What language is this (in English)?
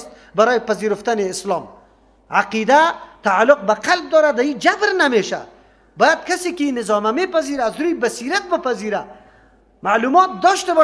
Persian